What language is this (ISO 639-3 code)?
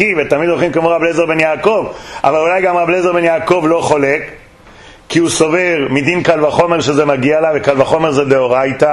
heb